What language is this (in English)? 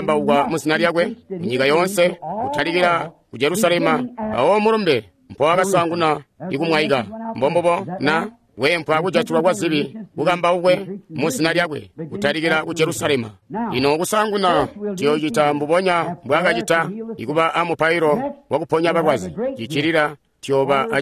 Tonga (Zambia)